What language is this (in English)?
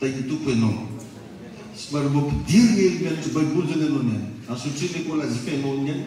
Malagasy